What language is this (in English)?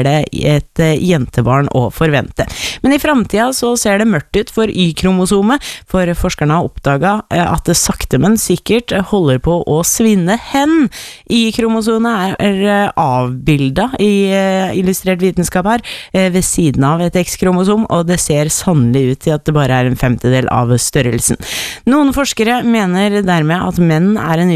Norwegian